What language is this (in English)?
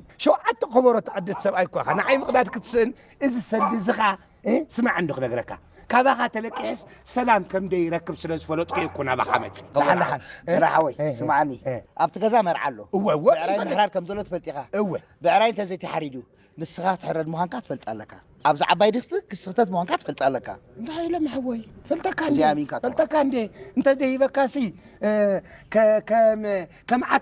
Tigrinya